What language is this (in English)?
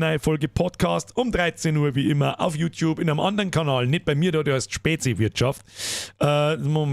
Bavarian